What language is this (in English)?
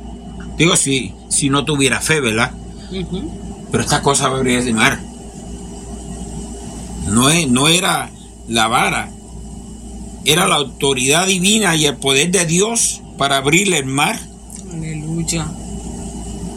Spanish